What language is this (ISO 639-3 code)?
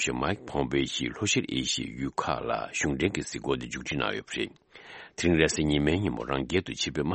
bod